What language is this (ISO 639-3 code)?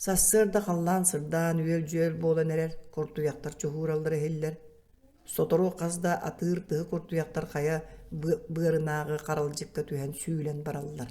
sah